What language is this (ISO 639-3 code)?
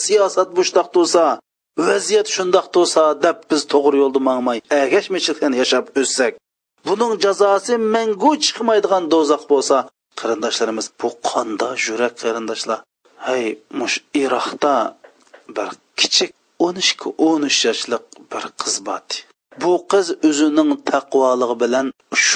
uig